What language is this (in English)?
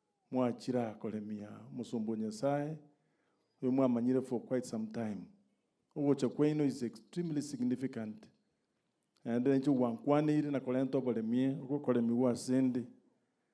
Gusii